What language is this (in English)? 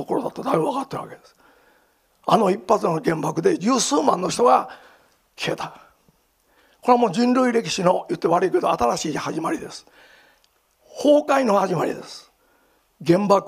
Japanese